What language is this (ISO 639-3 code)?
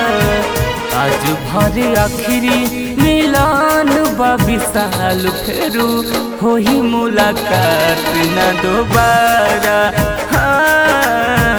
bho